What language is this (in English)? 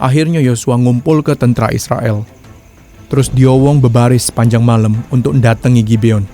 Musi